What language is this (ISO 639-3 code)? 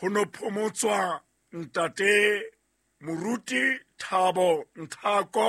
sot